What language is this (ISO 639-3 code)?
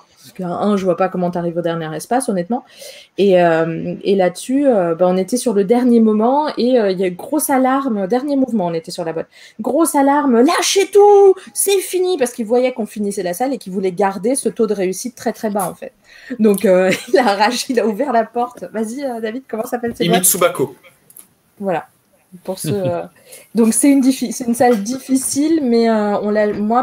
fra